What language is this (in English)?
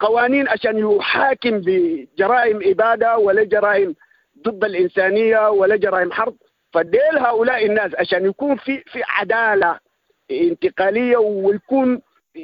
Sudanese Arabic